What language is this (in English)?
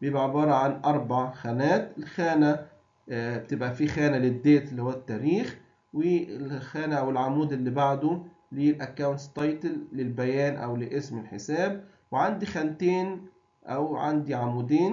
Egyptian Arabic